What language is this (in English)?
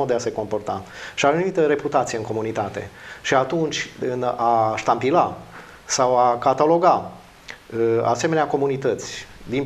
Romanian